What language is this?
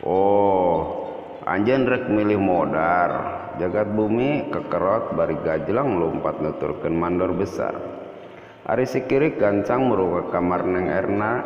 Sundanese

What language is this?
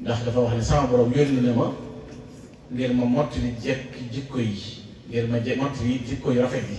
Wolof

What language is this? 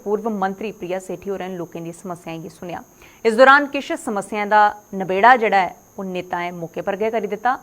Dogri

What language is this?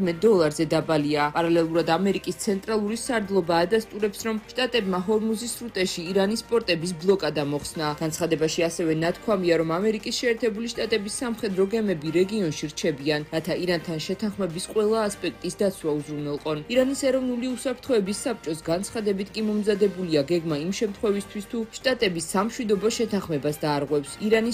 Georgian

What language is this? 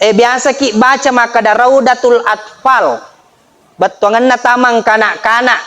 Buginese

